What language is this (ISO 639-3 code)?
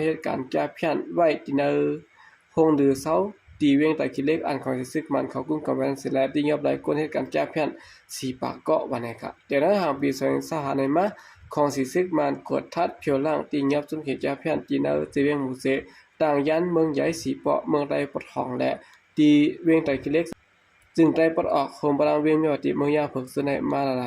shn